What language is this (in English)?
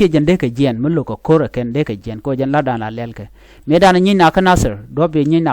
Nuer